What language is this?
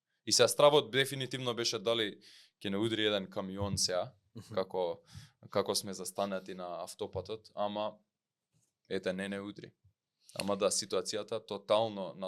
Macedonian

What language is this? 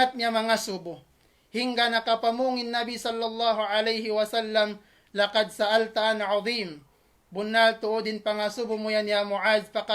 Tausug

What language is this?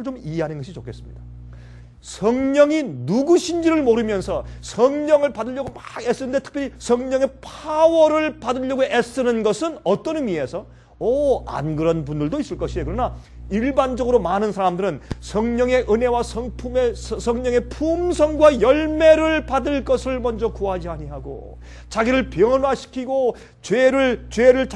Korean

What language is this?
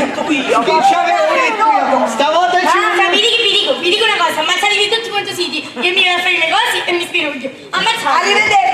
Sicilian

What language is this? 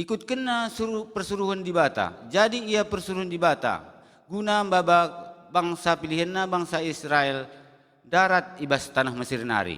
Batak Karo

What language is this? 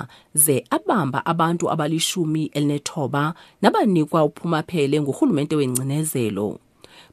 Xhosa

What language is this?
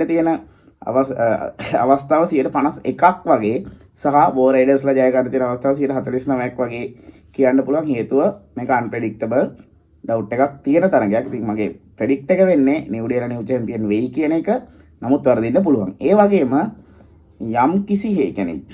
Sinhala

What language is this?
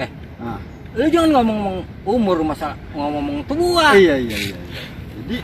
Betawi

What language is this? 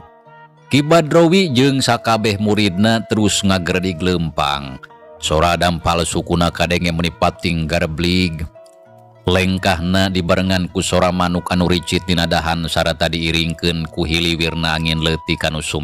Sundanese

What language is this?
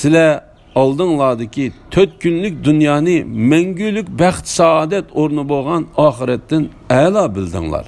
Uyghur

